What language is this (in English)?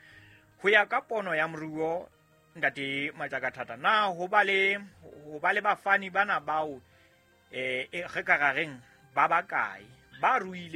Southern Sotho